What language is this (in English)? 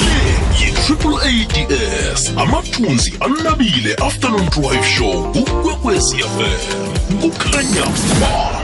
South Ndebele